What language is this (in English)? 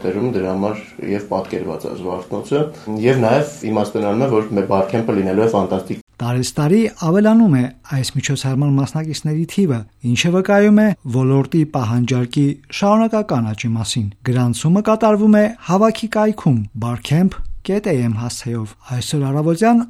Armenian